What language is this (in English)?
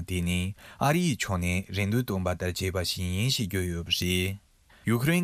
Tibetan